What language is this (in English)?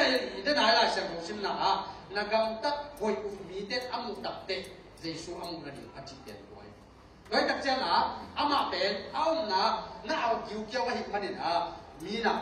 Tedim Chin